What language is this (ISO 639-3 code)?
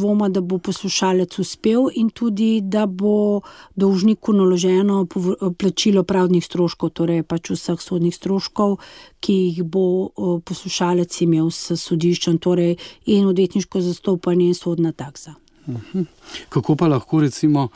slv